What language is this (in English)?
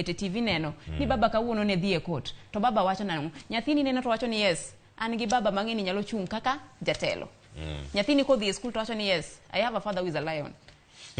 Luo (Kenya and Tanzania)